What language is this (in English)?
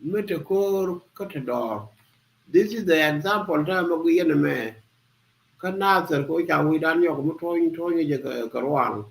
Nuer